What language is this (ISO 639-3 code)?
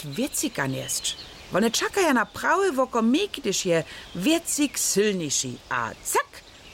hsb